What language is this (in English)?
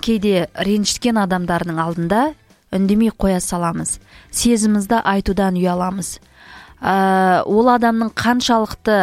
Kazakh